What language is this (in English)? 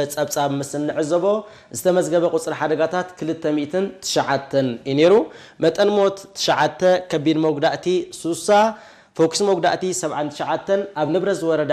Tigrinya